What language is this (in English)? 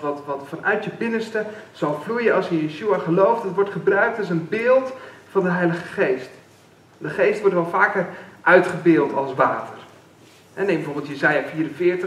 Dutch